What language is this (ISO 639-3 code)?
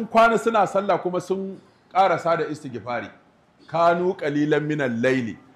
hau